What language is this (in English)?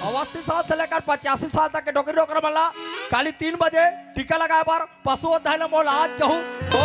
Chhattisgarhi